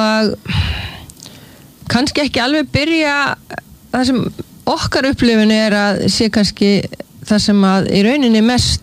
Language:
Icelandic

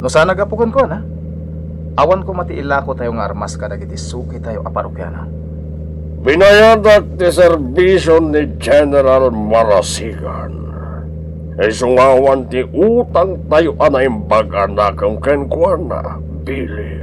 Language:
Iloko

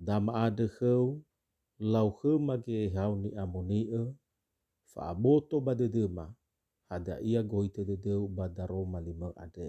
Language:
Nias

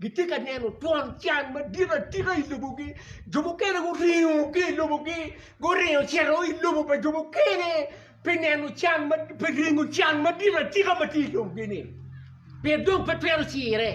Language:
Acoli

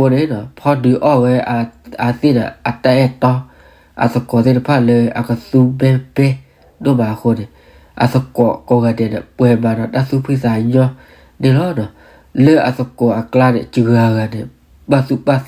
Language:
S'gaw Karen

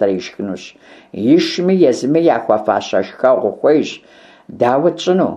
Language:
Kabardian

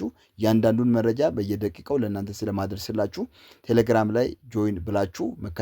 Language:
Amharic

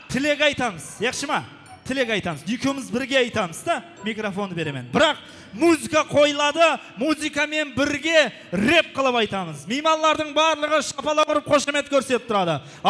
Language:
Kara-Kalpak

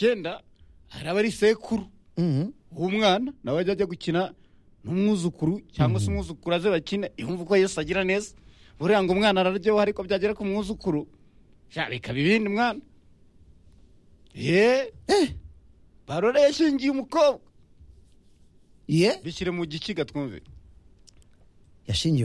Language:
Kinyarwanda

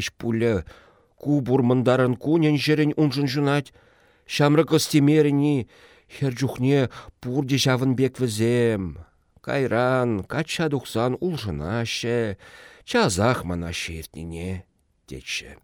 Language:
Chuvash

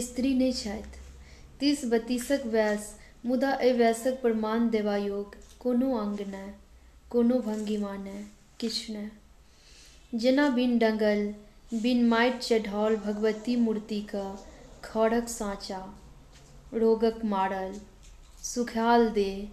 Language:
Maithili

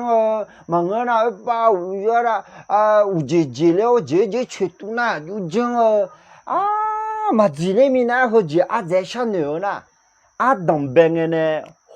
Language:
Akha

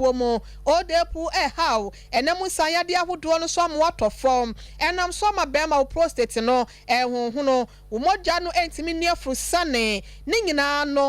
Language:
Akan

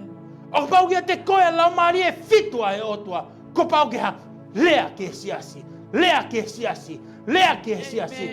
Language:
Tongan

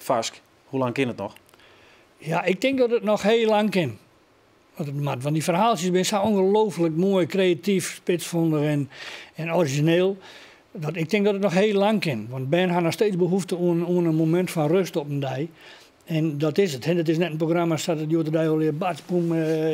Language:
Western Frisian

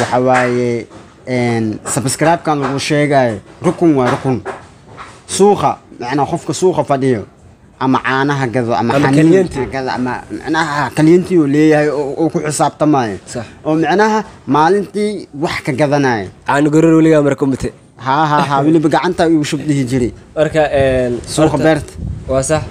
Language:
Somali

